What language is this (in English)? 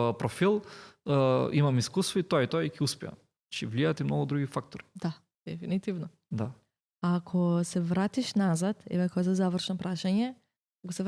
Macedonian